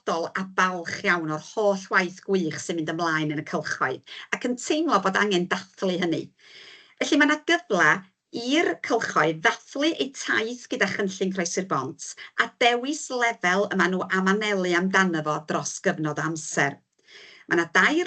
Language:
Welsh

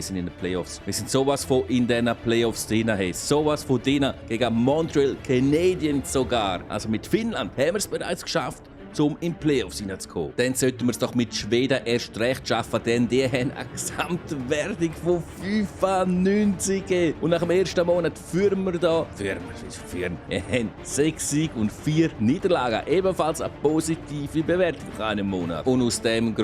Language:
Swiss German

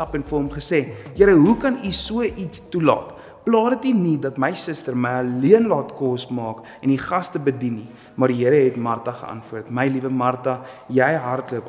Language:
Afrikaans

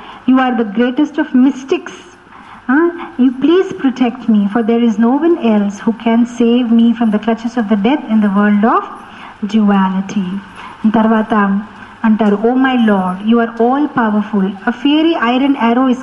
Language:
Telugu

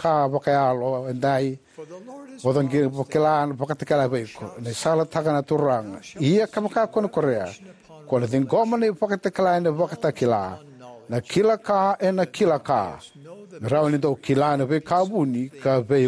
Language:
Fijian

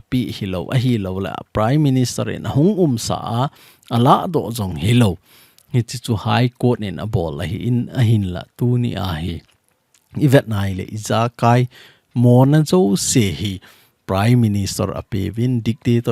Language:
Thado Chin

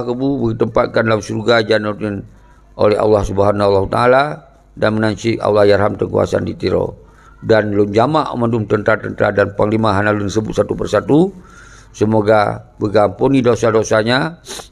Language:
Achinese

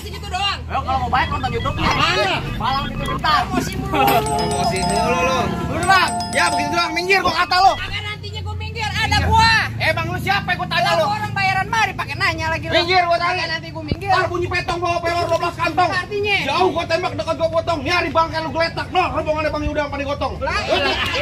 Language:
Betawi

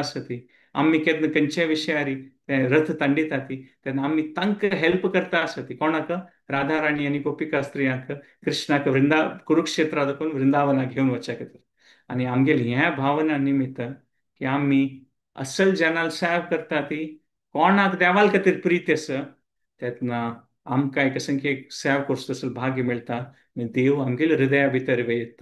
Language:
Konkani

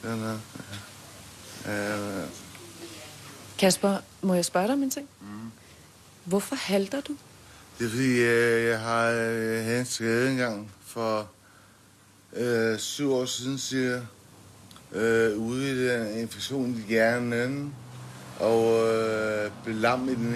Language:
Danish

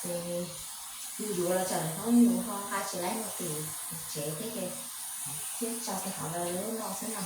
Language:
Hmong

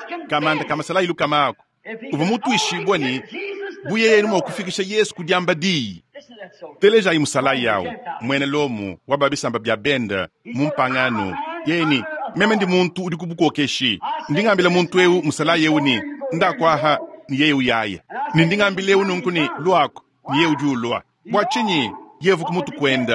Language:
Luba-Lulua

